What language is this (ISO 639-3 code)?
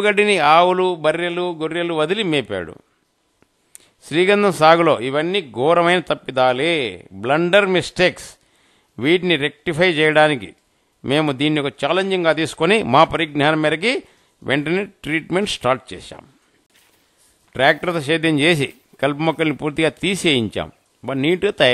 tel